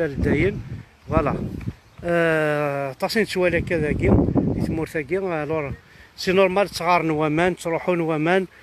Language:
Kabyle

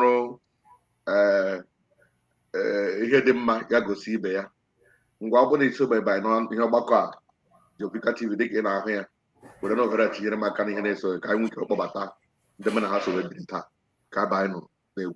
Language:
Igbo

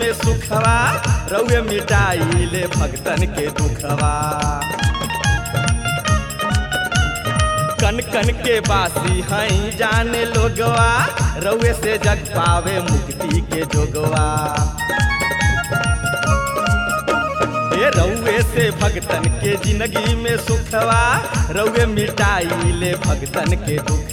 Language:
Bhojpuri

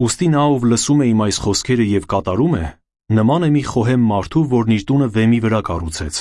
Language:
Armenian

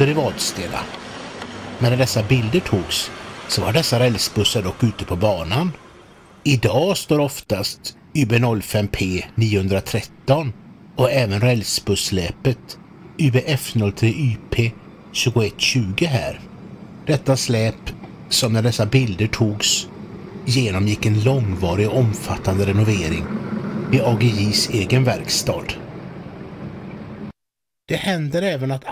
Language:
Swedish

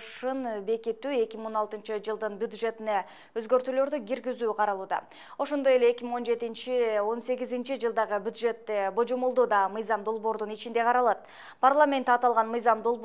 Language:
Kyrgyz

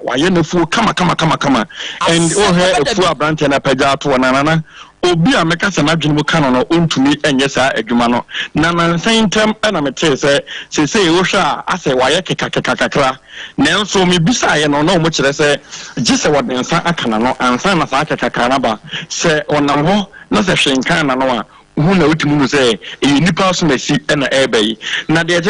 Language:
Akan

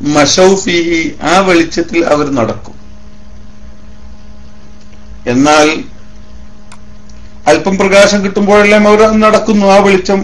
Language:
Malayalam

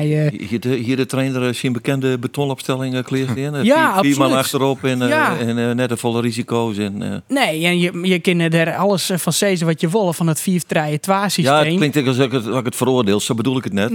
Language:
Western Frisian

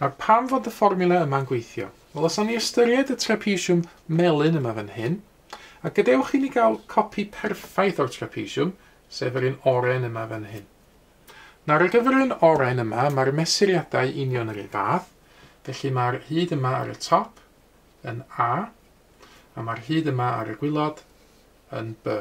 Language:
Welsh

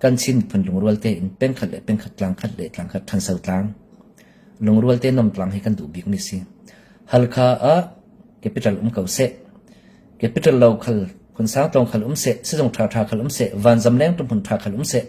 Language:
Falam Chin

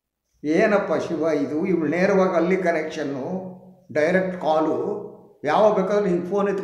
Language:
Kannada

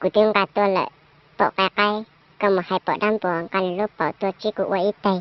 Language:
Hmong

